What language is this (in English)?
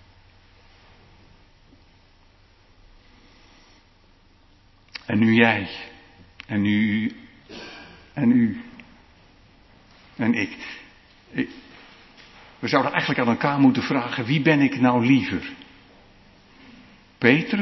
Dutch